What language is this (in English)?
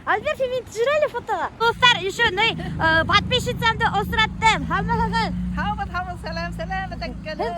Bashkir